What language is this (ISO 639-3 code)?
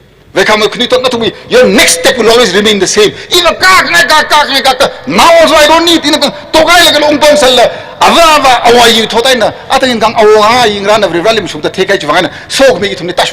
nmf